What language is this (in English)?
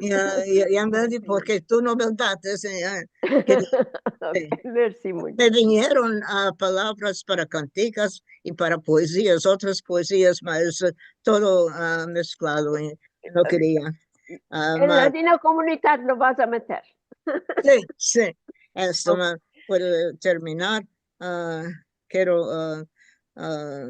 Ladino